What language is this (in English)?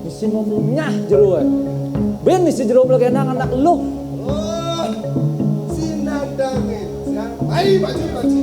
Balinese